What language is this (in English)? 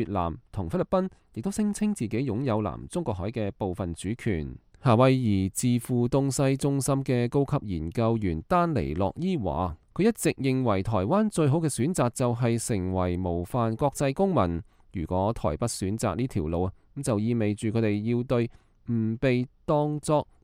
Cantonese